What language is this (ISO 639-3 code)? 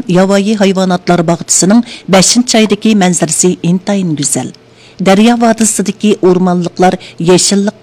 uig